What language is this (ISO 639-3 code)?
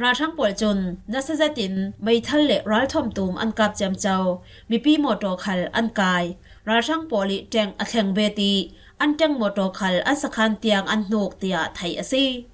cfm